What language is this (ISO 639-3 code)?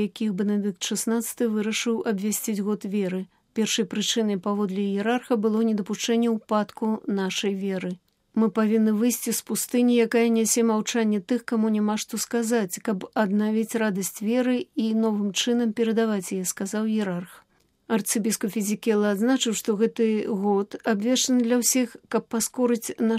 bel